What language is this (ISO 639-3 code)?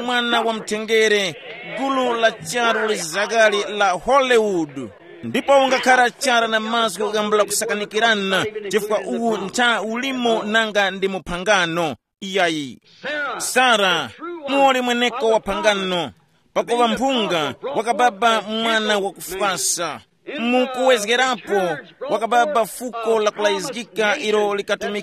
tum